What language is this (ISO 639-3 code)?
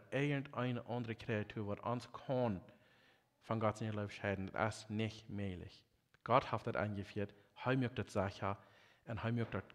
pdt